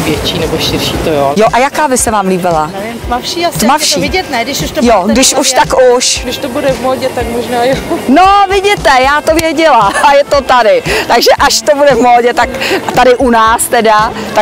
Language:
Czech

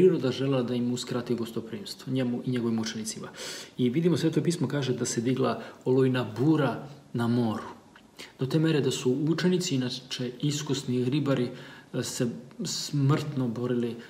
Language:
Serbian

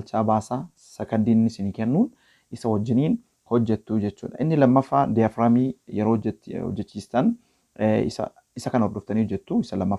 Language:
Oromo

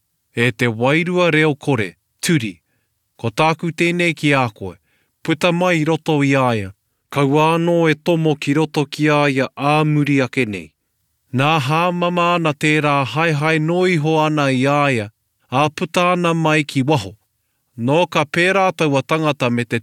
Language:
Māori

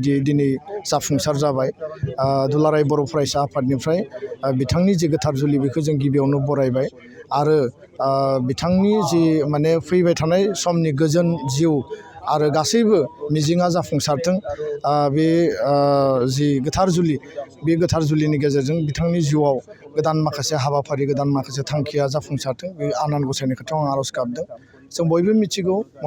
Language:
Bodo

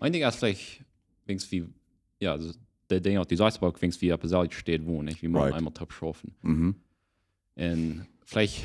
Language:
Plautdietsch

